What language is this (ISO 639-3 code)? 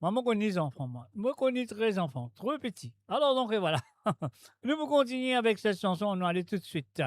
mfe